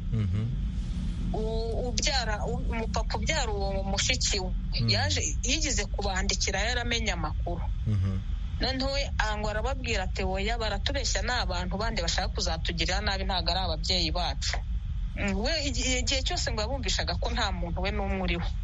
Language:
Kinyarwanda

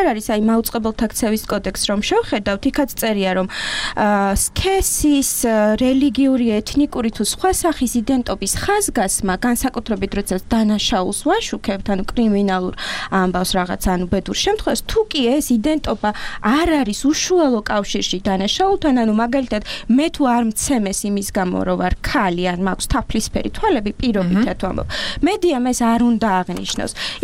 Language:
Georgian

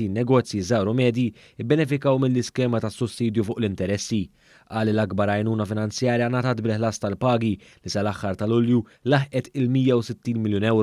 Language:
Maltese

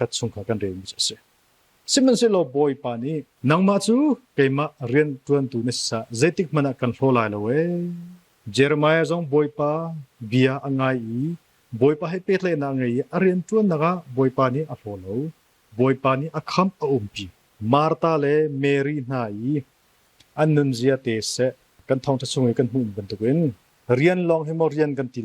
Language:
Hakha Chin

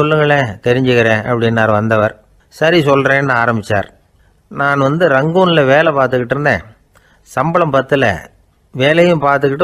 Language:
Tamil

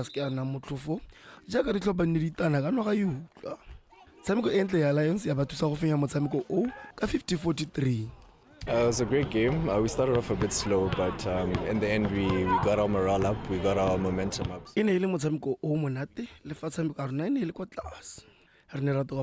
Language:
Tswana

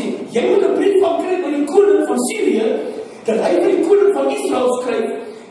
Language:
Afrikaans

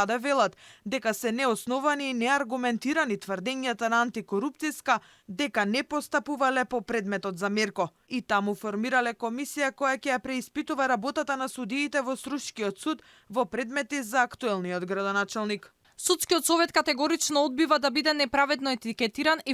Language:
Macedonian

